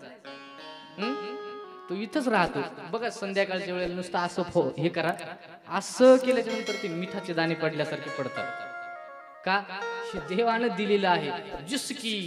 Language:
Marathi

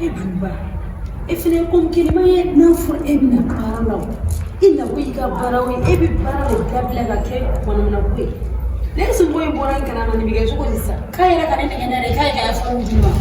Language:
Bambara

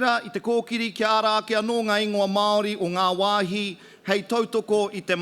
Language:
Māori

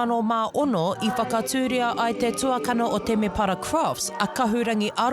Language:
Māori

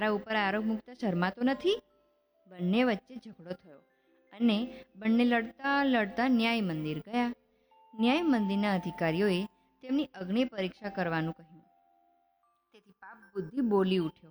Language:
Gujarati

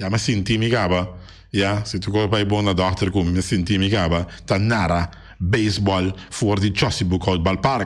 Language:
Papiamento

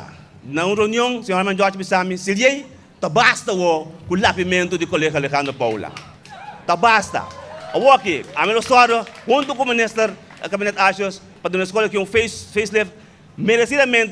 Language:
Papiamento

